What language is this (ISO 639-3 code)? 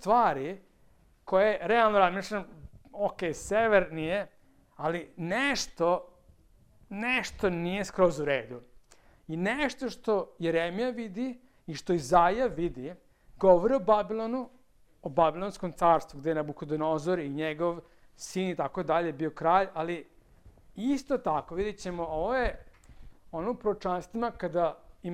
srp